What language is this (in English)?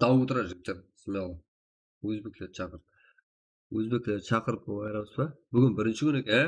Kara-Kalpak